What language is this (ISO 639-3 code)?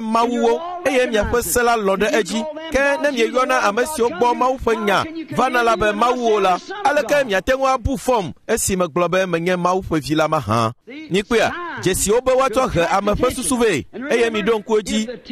ewe